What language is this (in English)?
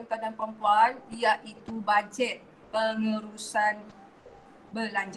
Malay